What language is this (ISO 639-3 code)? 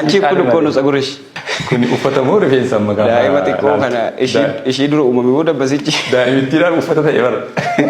orm